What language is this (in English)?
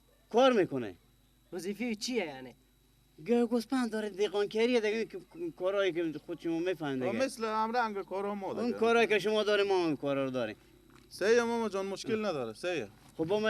Persian